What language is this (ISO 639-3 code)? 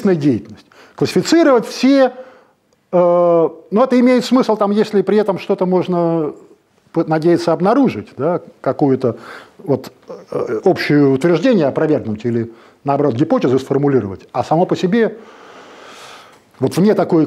rus